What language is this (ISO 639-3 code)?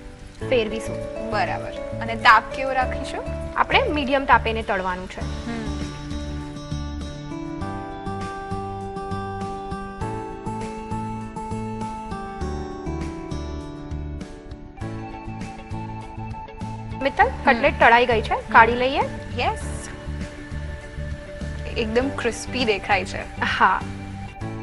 guj